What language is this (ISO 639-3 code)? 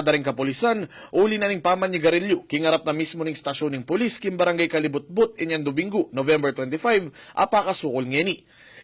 pam